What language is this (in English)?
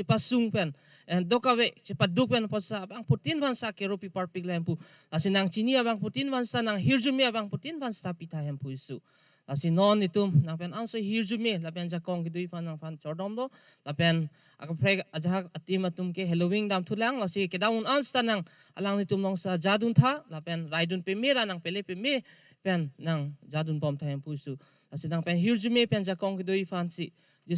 Karbi